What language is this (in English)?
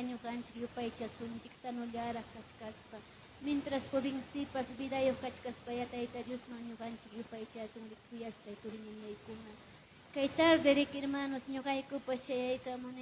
Ayacucho Quechua